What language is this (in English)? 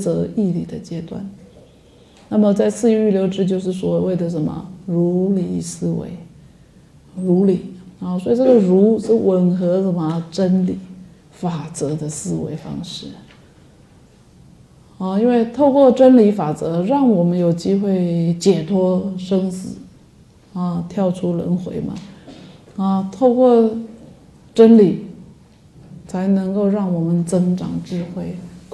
Chinese